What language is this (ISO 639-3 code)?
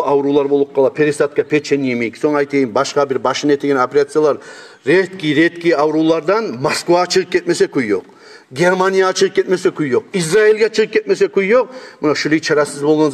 kum